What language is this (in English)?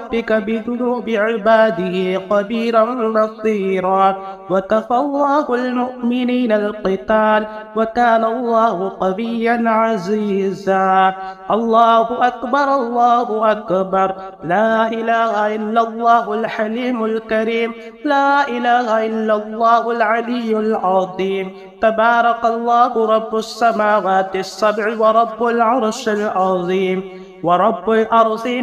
Arabic